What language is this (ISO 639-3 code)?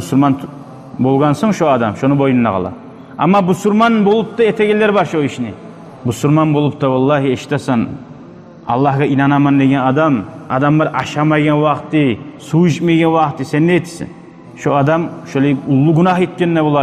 kum